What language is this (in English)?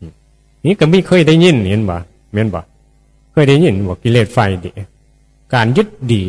Northeastern Thai